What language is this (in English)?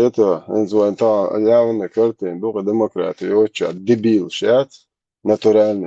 Chechen